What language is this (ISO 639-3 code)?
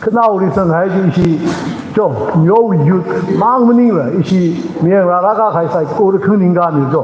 nmf